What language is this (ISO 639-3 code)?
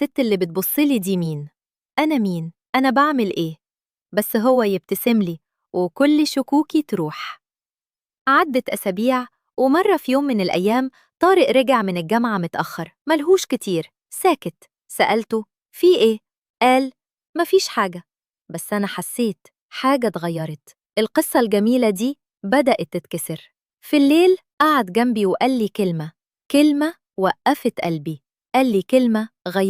arz